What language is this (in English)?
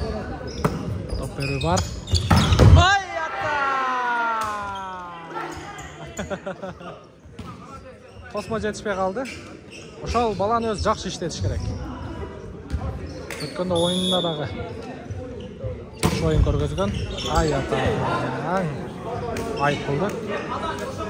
Kyrgyz